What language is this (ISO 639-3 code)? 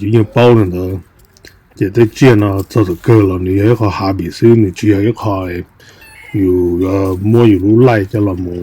hmn